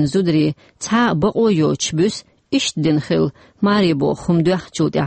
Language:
Chechen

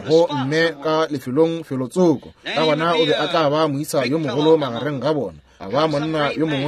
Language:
Northern Sotho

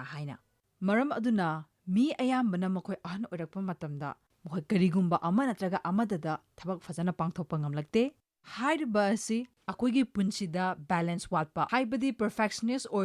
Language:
Manipuri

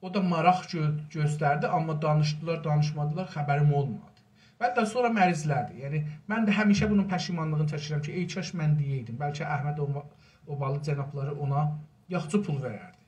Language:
South Azerbaijani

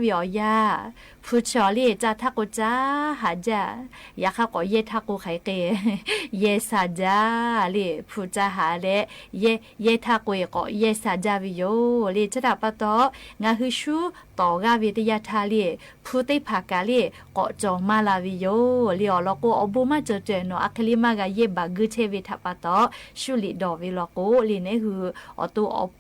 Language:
Lahu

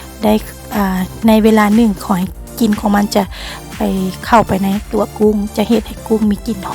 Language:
Lao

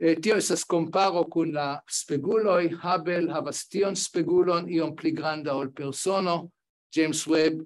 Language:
Esperanto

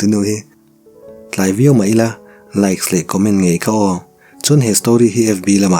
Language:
Mizo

